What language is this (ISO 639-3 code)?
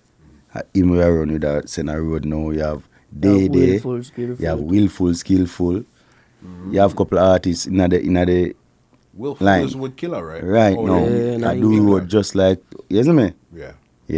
jam